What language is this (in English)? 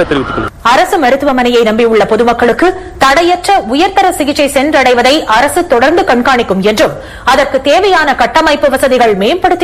Tamil